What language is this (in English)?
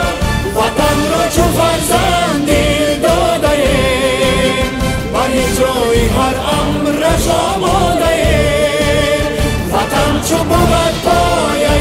Persian